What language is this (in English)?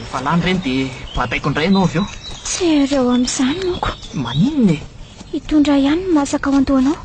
Malagasy